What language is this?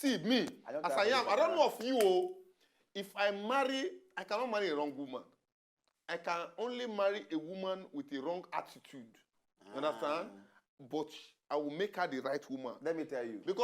Nigerian Pidgin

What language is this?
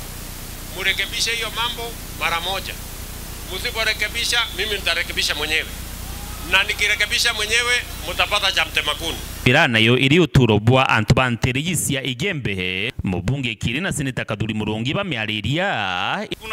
Meru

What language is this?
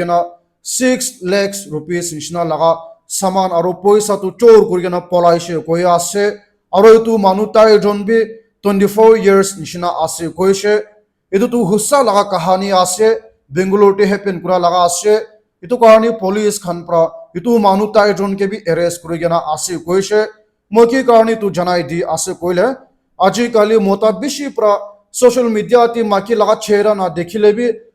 Naga Pidgin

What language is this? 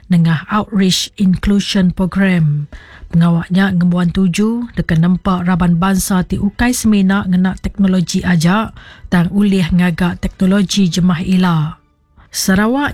Iban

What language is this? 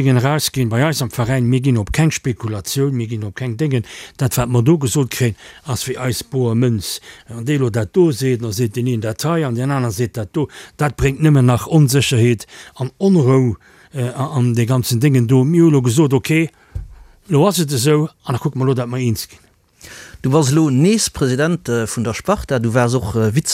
Luxembourgish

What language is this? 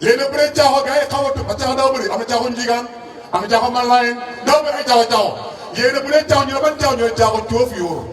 Wolof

